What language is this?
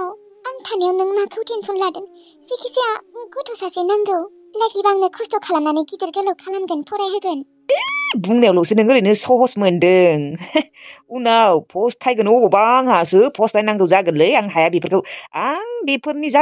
Bodo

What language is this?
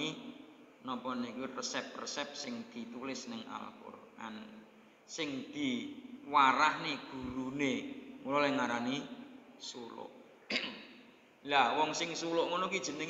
Javanese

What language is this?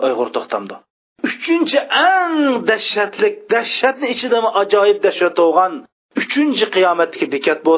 Uyghur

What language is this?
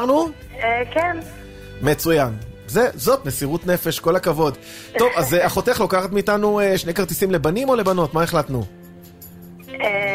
Hebrew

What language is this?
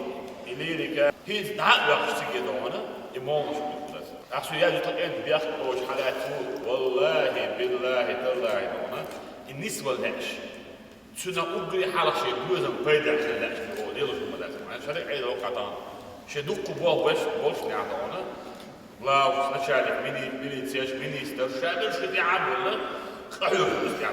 Chechen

